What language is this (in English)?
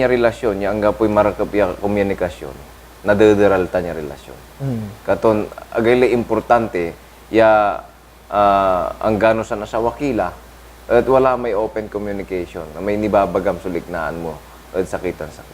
Pangasinan